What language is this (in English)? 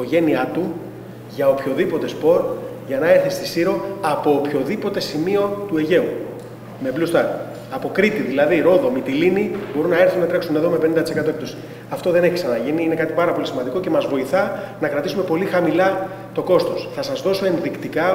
Greek